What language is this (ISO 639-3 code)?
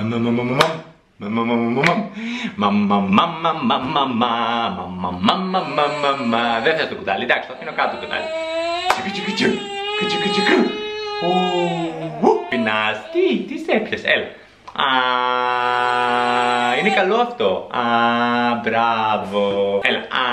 ell